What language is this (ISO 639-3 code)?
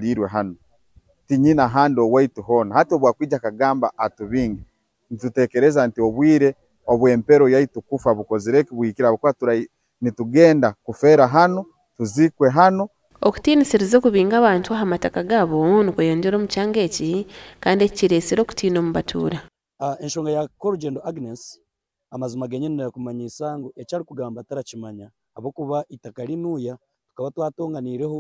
nyn